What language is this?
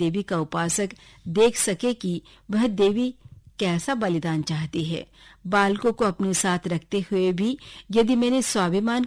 Hindi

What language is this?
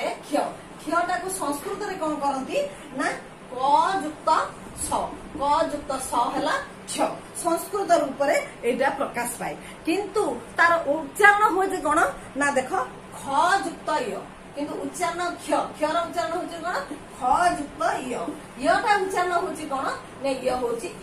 Odia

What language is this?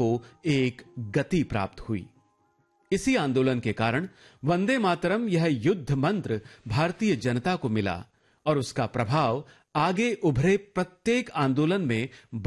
Hindi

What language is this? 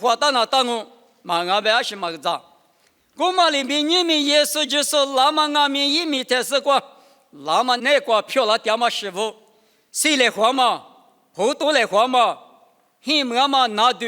Lisu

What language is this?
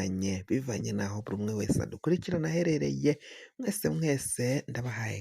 Rundi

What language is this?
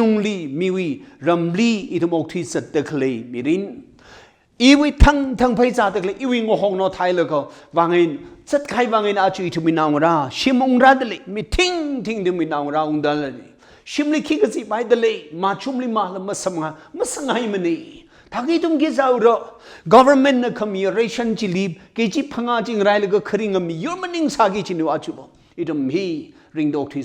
Tangkhul Naga (India)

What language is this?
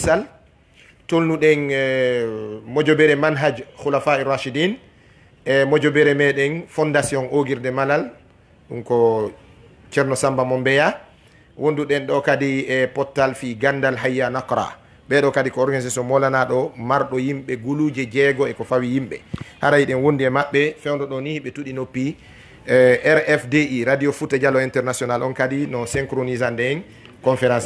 Fula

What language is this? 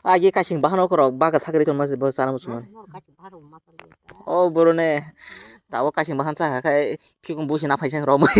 Kok Borok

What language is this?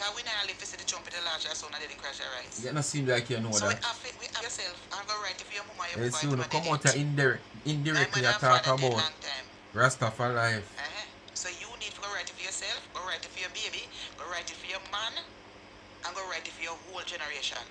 Jamaican Creole English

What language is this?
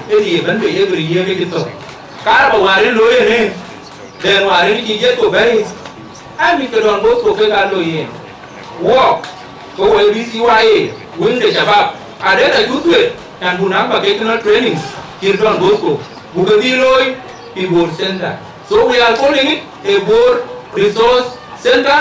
Dinka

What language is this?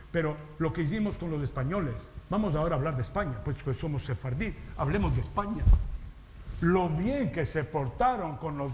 Ladino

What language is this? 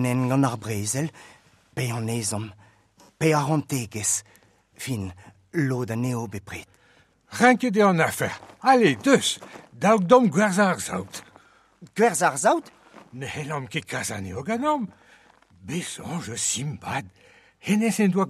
Breton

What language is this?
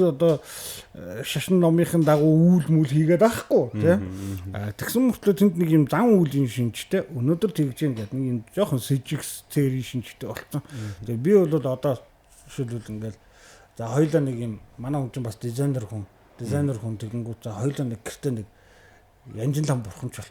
Mongolian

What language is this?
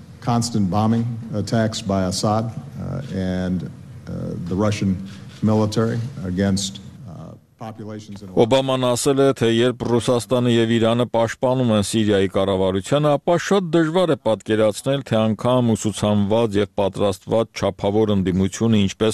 Armenian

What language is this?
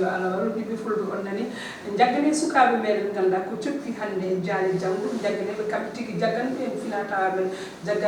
Fula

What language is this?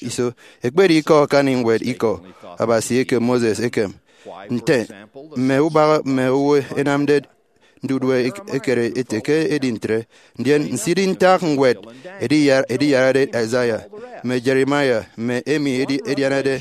Efik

